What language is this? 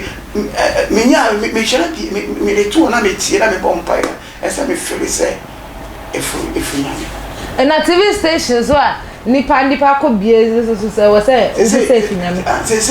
Akan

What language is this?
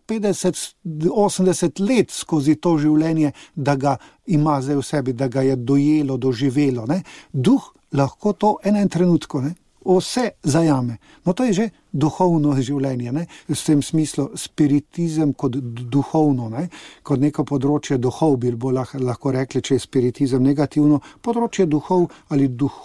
Slovenian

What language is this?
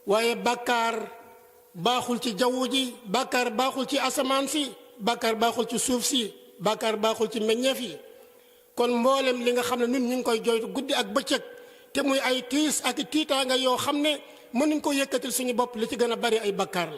Wolof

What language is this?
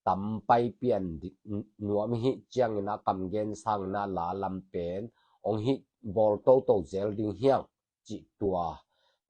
Tedim Chin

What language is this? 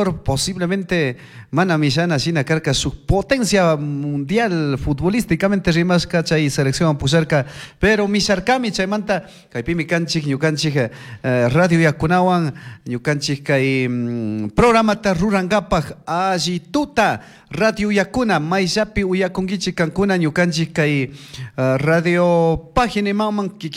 Chimborazo Highland Quichua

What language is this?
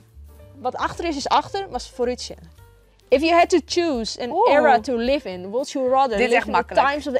Western Frisian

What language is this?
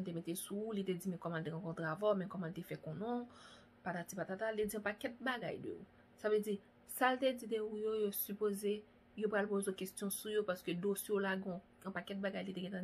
Haitian Creole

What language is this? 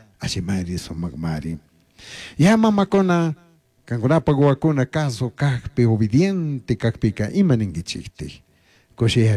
Chimborazo Highland Quichua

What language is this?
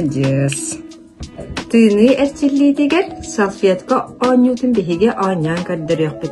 Yakut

